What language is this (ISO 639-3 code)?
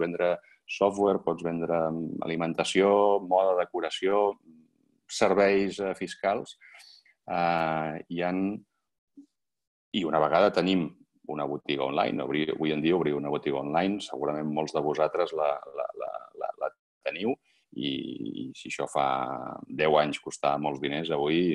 cat